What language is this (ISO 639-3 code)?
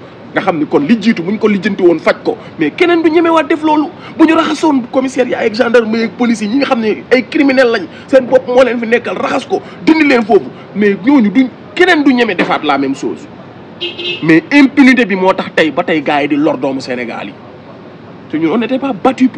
wol